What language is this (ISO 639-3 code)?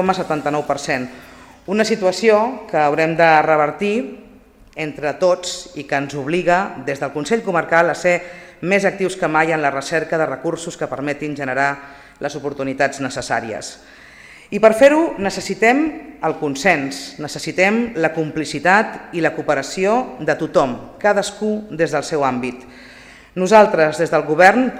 cat